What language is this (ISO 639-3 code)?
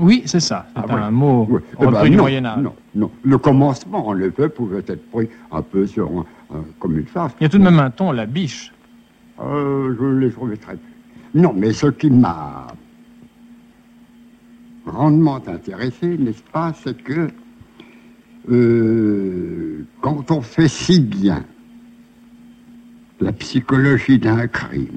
fra